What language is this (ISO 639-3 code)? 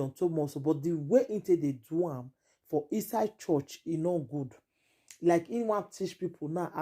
pcm